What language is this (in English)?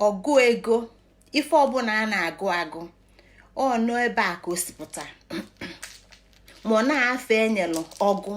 Igbo